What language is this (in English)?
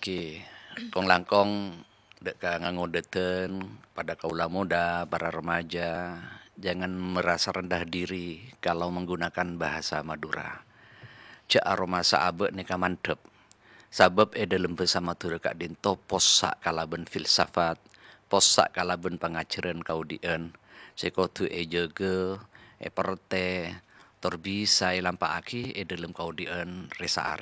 Madurese